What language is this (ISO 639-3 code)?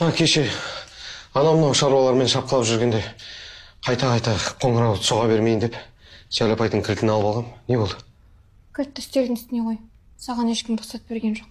kaz